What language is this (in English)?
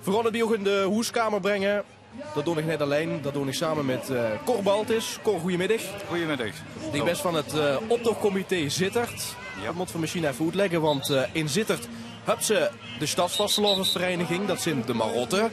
Limburgish